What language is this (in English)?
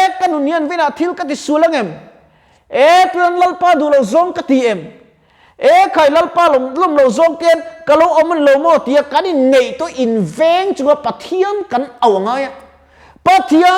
Mizo